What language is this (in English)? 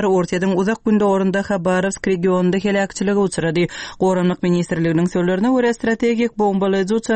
Turkmen